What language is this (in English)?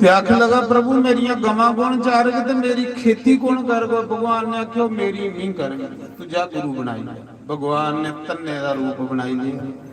Dogri